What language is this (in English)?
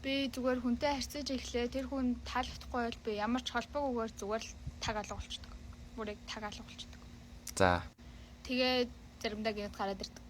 Mongolian